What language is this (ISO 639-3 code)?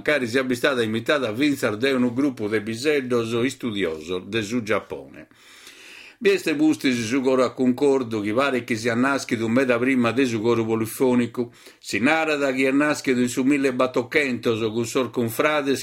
srd